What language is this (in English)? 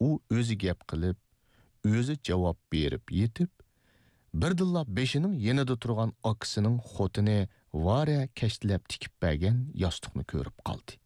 Uyghur